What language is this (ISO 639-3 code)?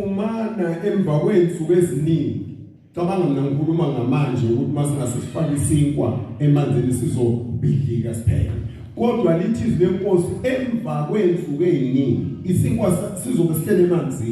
zul